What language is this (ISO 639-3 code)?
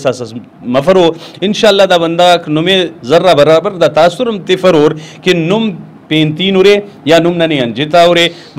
brh